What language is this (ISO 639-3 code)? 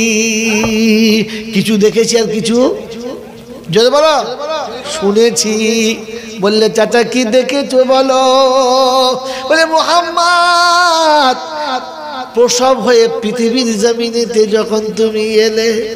ben